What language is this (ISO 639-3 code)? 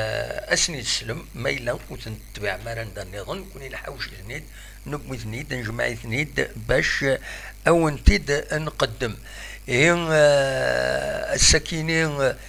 kab